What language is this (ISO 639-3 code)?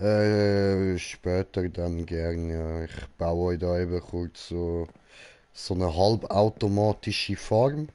gsw